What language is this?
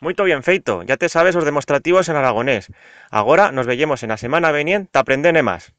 Aragonese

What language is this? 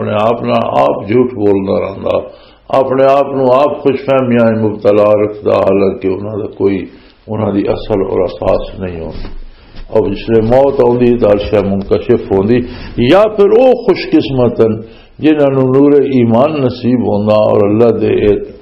Western Panjabi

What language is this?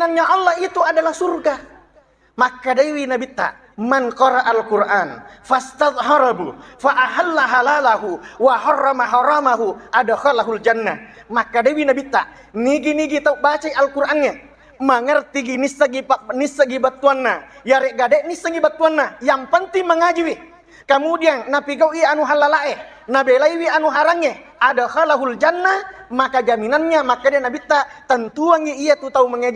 Buginese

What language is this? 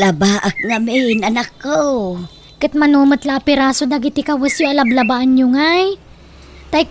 Iloko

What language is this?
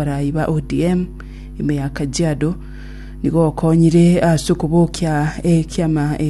Gusii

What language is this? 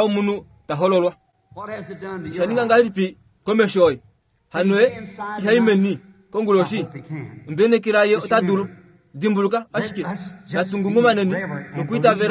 Kuanyama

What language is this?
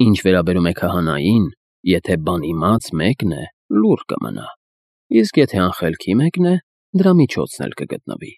Armenian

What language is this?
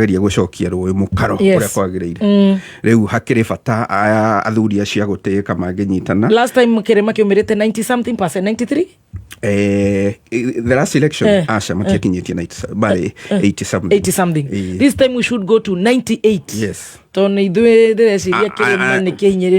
Kikuyu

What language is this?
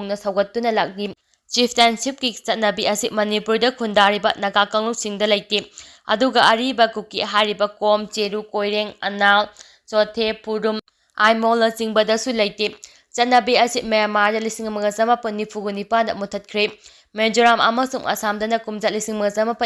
Manipuri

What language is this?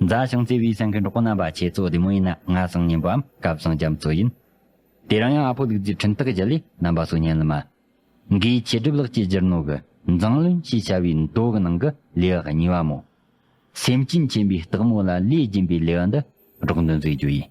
Tibetan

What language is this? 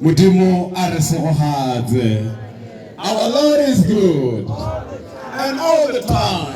Tswana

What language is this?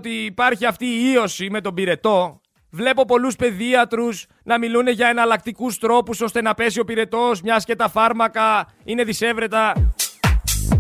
Greek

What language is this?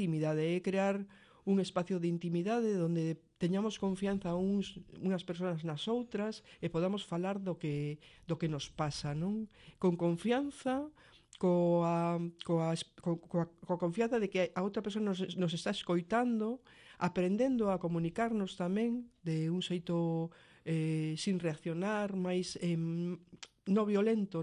Galician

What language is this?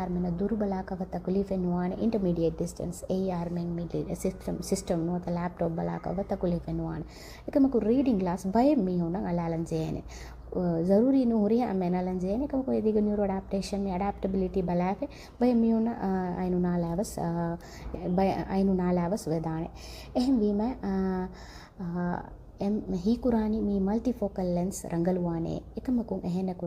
Divehi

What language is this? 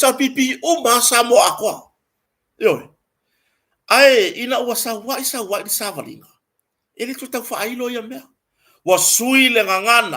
Samoan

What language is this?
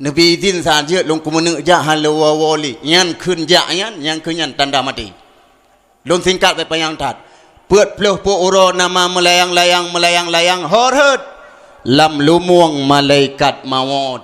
Achinese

